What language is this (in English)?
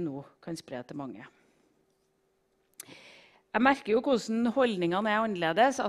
Norwegian